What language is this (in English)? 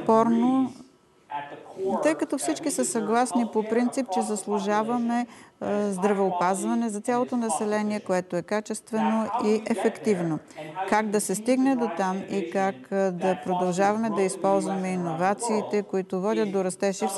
Bulgarian